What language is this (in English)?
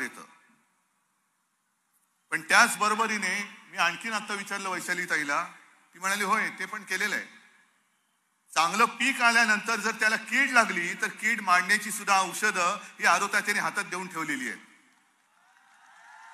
Marathi